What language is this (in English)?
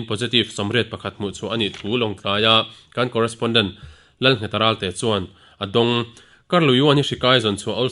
Mizo